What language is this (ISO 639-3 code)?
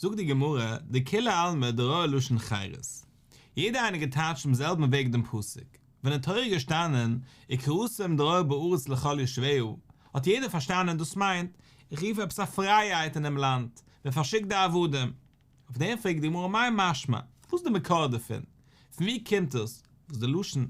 yid